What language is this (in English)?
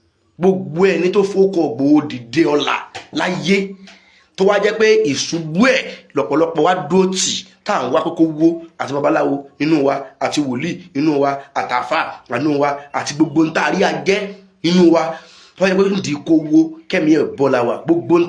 Yoruba